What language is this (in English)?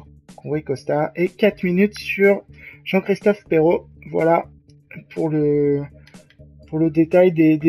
French